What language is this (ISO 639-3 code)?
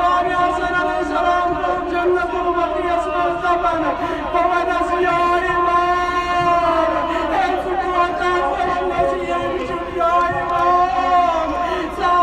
kas